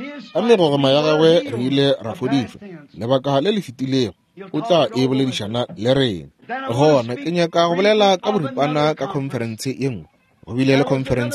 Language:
Northern Sotho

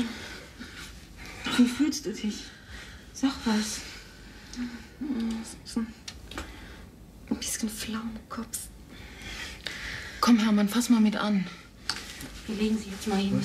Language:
German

